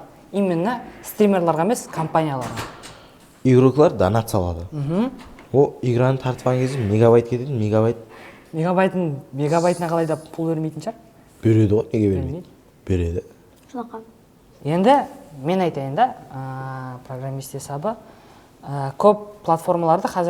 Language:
Kara-Kalpak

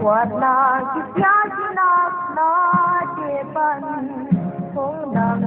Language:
Paite Chin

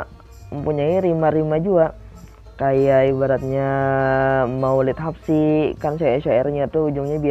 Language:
Banjar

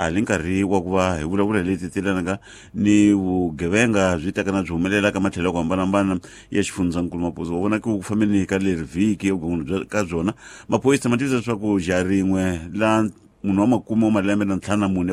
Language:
Tsonga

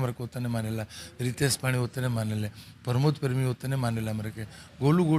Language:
Bhojpuri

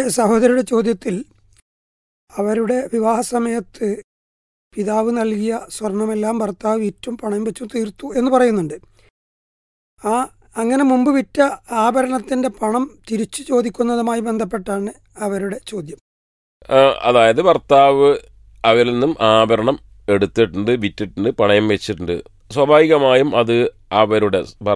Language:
Malayalam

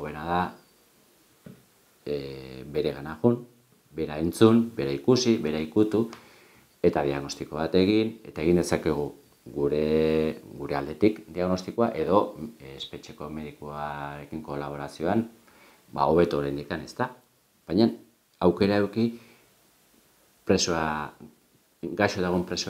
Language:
Basque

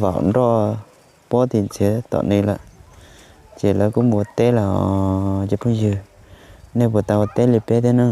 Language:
Hmong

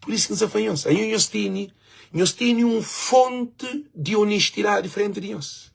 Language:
Kabuverdianu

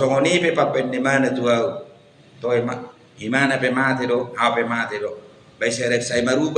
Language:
Batak Toba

